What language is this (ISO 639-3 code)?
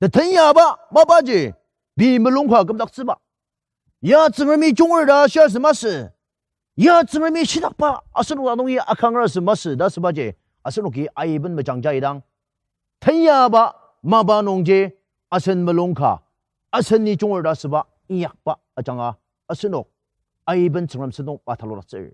njo